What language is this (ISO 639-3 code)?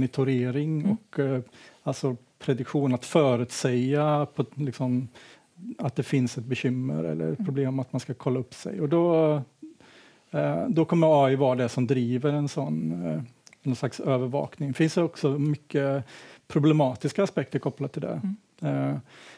swe